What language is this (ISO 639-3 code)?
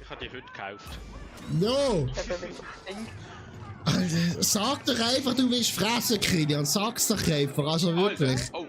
gsw